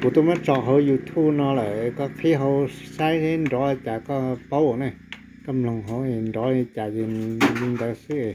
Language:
Hmong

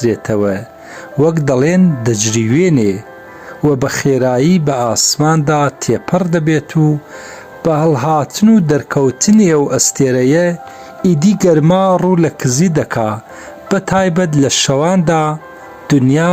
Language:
Central Kurdish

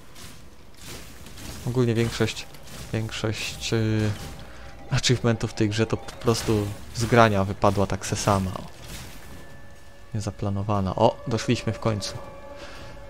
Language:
Polish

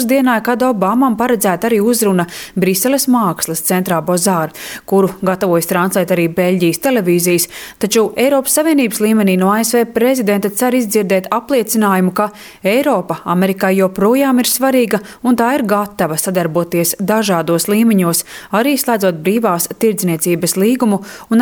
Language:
Latvian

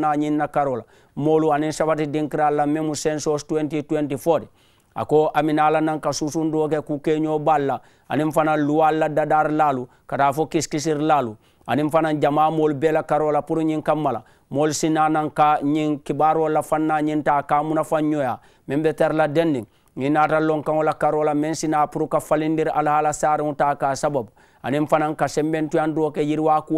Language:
Mandingo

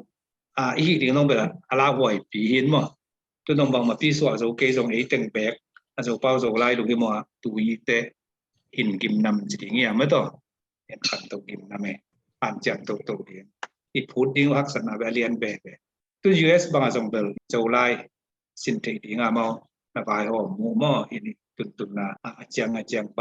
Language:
Tedim Chin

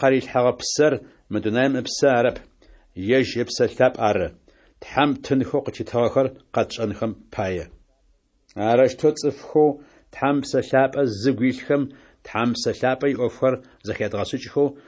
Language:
Adyghe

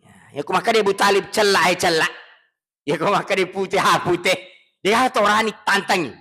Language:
Buginese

